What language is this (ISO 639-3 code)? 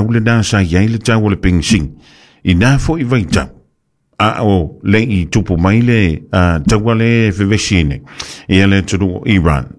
smo